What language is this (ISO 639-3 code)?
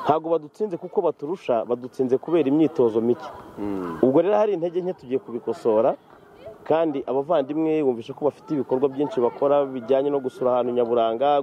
kin